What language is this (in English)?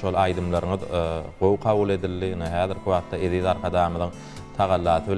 Turkmen